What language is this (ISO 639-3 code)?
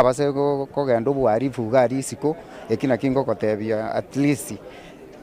guz